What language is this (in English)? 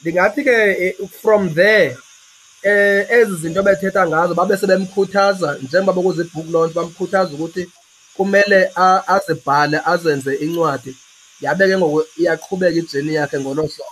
Xhosa